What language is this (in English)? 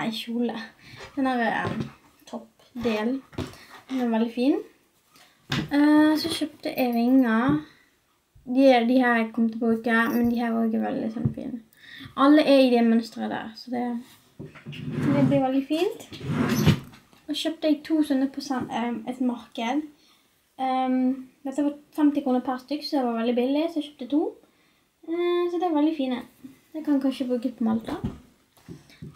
Norwegian